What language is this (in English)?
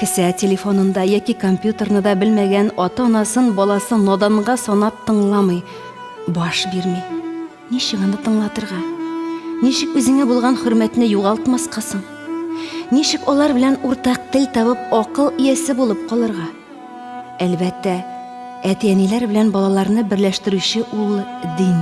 Tatar